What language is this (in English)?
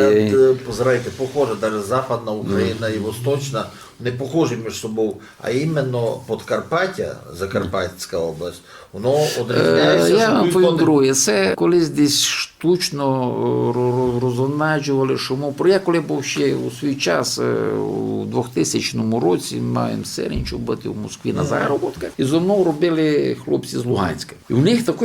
Rusyn